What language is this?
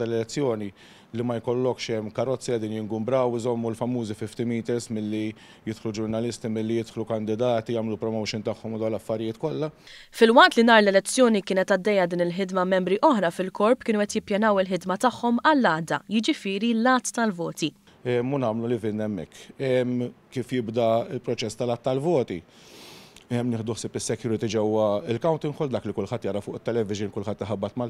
Maltese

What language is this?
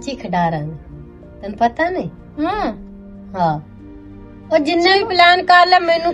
Western Panjabi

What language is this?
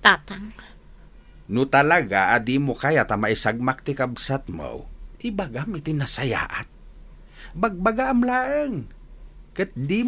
Iloko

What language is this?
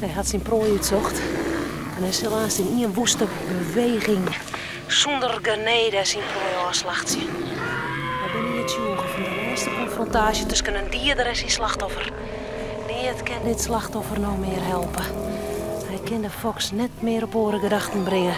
Western Frisian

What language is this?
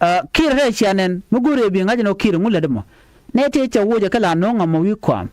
Nuer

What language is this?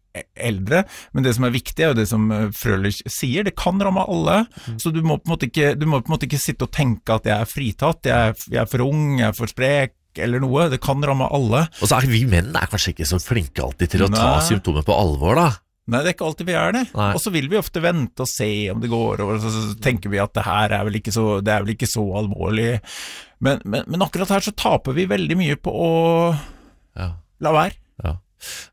Norwegian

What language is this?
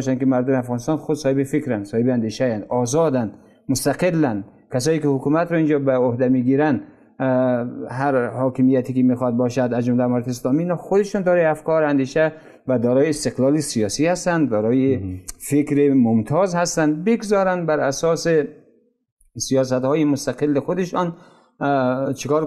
Persian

